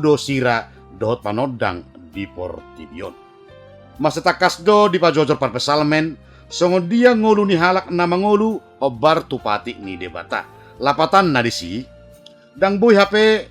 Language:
Batak Toba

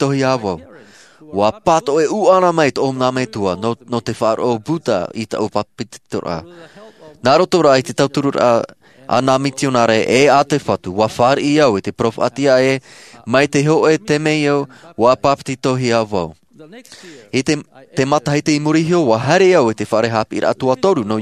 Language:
Tahitian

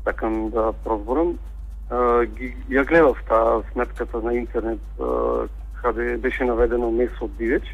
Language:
Macedonian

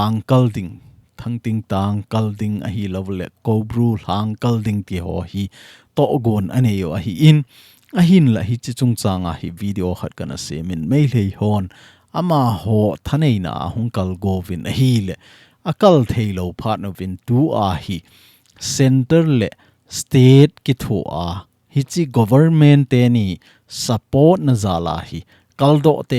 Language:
Thado Chin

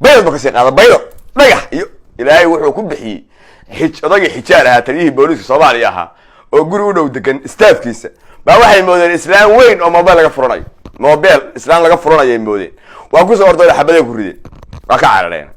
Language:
Somali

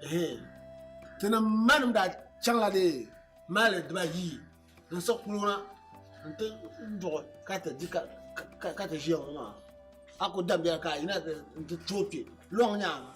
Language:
Dagbani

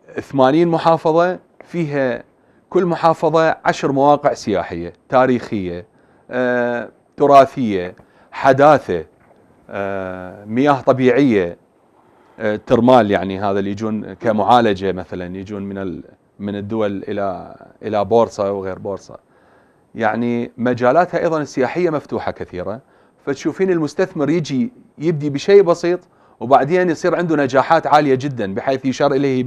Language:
Mesopotamian Arabic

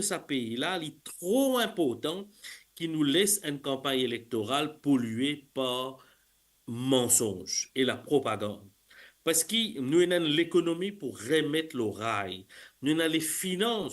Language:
Morisyen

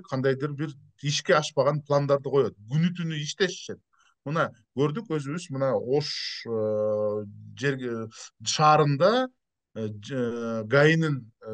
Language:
Kyrgyz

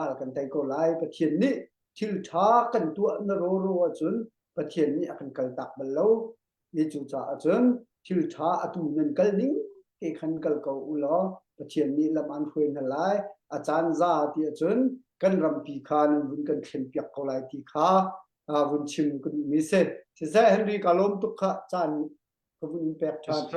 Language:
Hakha Chin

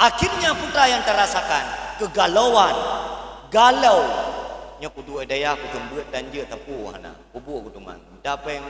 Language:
Achinese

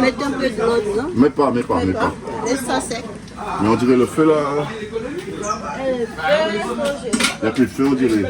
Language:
Réunion Creole French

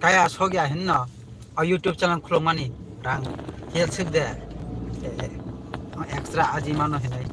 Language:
Kok Borok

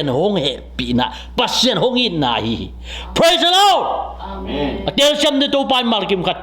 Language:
Tedim Chin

